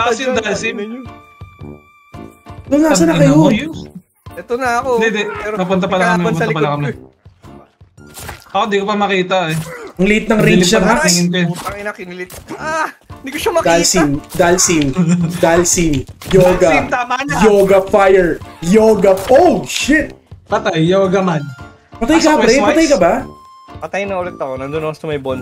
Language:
Filipino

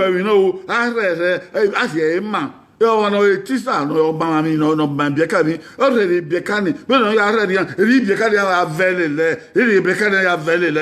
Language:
Bini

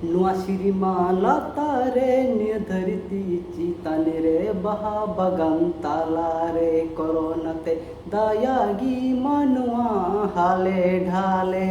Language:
Santali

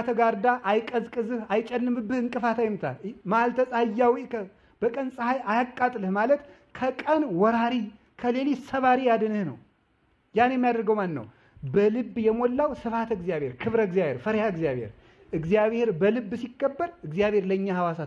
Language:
Amharic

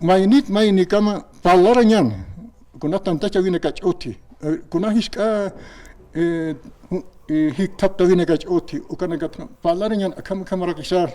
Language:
Aymara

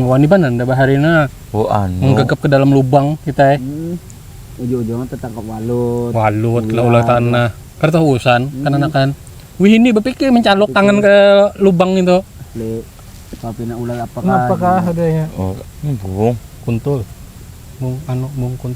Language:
Banjar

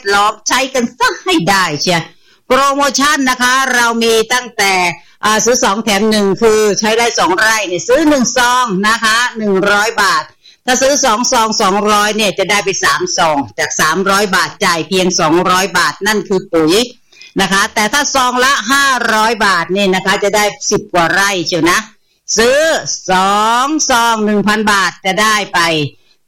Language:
Thai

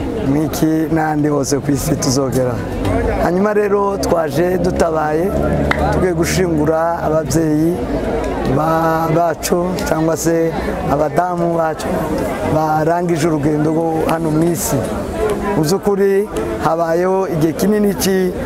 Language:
Kinyarwanda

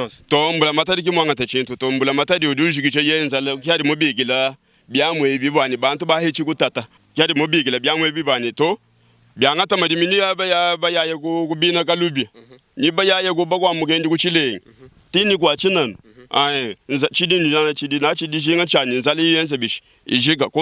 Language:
Luba-Lulua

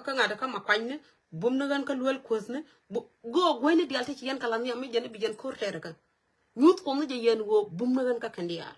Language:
Nuer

